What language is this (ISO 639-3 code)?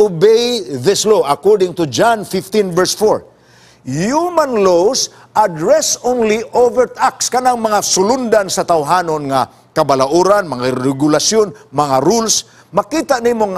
ceb